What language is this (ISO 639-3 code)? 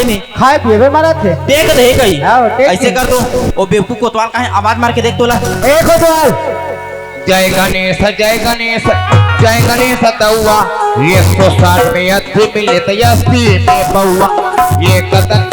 hne